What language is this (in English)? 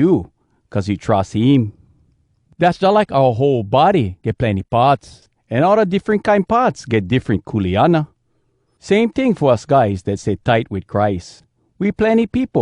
Hawai'i Creole English